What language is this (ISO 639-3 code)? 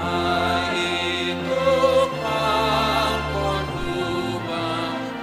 bts